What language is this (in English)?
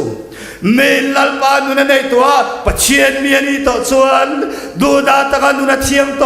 Mizo